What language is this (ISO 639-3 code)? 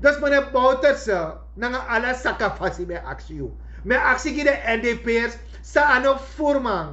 srn